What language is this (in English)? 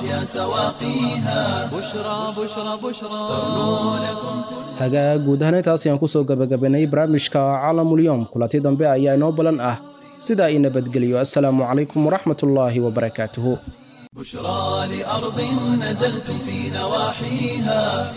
Somali